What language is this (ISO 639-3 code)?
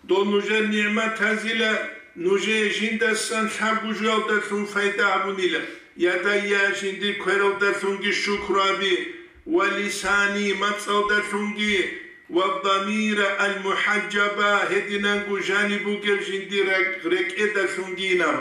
ava